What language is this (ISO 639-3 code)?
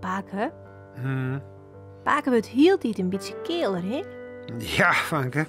fry